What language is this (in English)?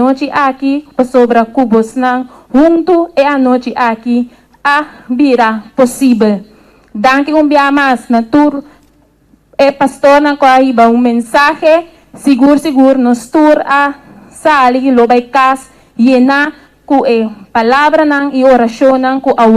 Papiamento